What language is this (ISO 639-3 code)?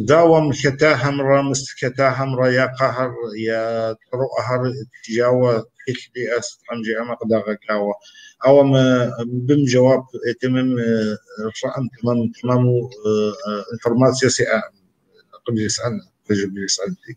kbd